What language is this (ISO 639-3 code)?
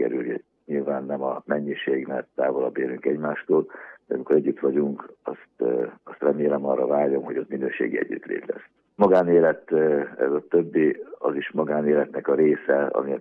hun